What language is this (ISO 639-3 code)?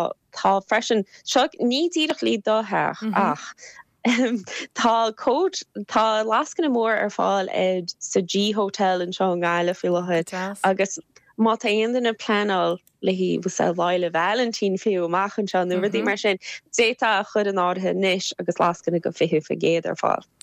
gle